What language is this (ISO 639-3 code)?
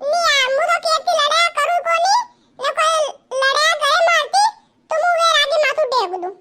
raj